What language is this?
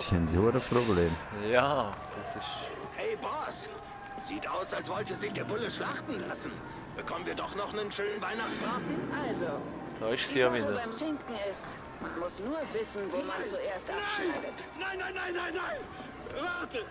Swiss German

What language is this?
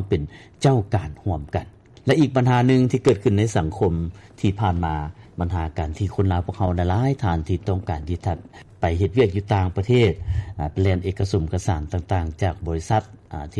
Lao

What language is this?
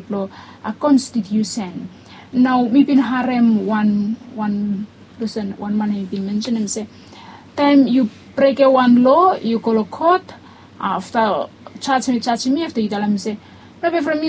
Bislama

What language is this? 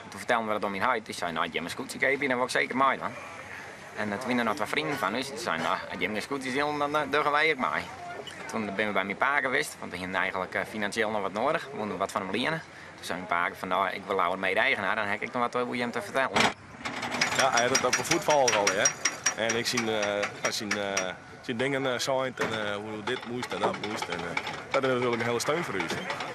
Western Frisian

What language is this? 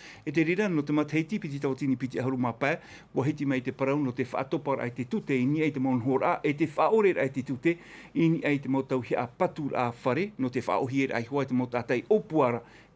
Tahitian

